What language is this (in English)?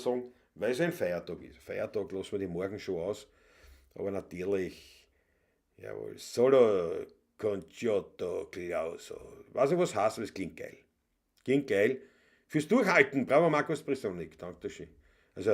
Bavarian